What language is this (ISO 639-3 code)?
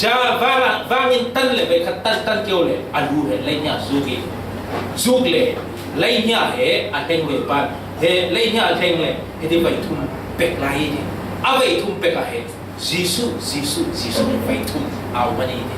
cfm